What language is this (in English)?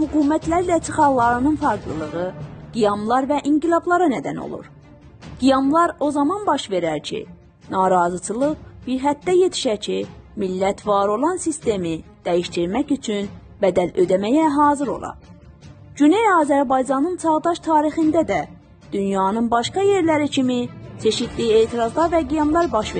South Azerbaijani